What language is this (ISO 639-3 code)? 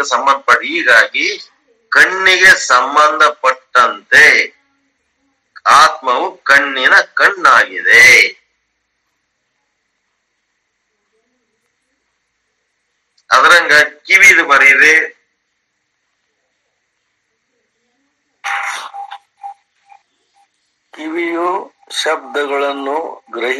kan